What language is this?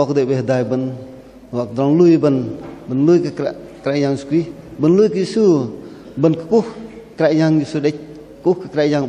Bahnar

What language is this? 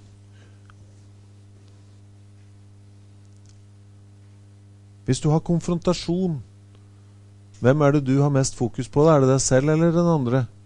Norwegian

